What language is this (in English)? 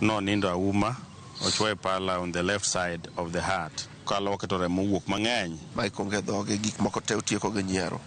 Luo (Kenya and Tanzania)